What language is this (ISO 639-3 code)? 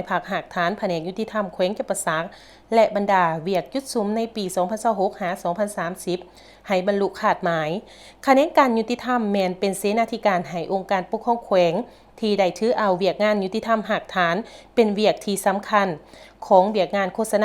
lao